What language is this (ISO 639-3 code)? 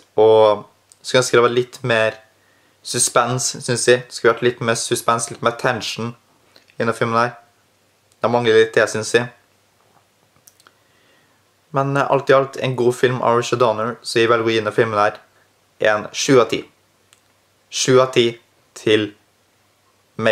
nor